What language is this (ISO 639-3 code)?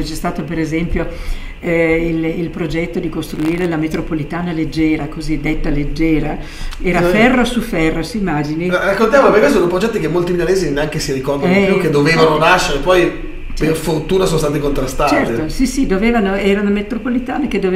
ita